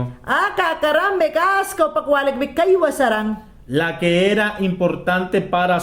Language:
Mayangna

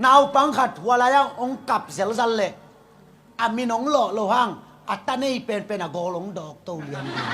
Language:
Tedim Chin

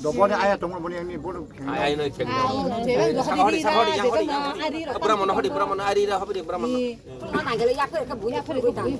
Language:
Kok Borok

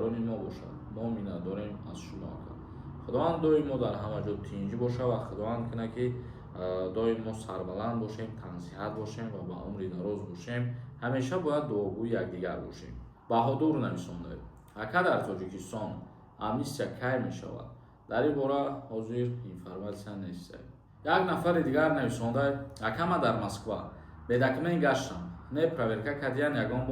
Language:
Tajik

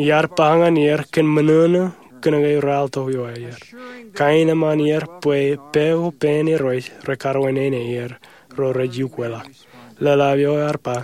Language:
Marshallese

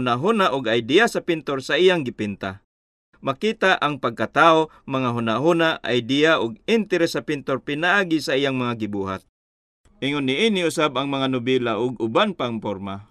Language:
Cebuano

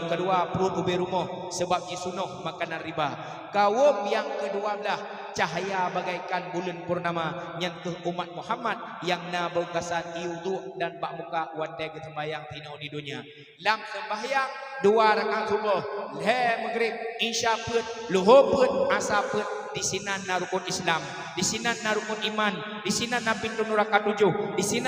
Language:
Achinese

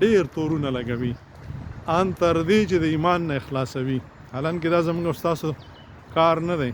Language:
Pashto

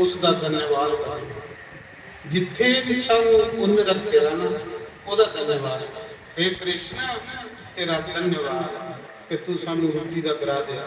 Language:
Dogri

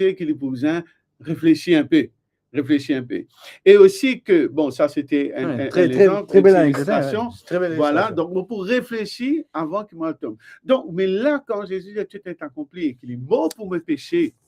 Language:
Morisyen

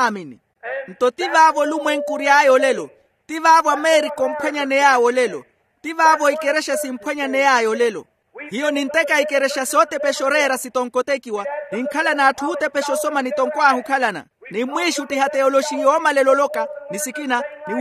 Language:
Makhuwa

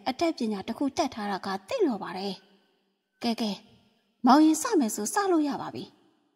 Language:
Burmese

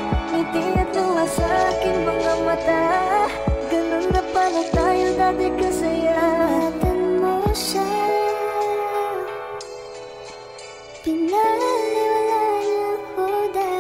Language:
Filipino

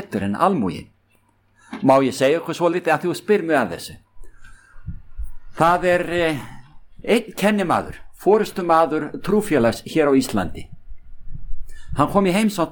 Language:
Icelandic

